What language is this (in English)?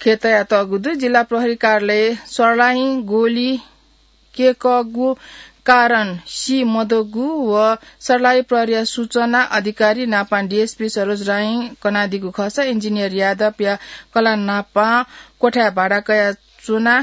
Newari